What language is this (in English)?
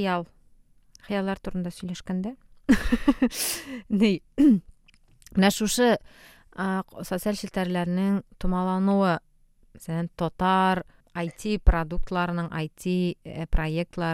Tatar